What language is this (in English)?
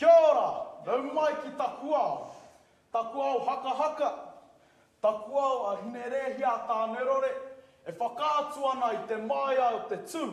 Māori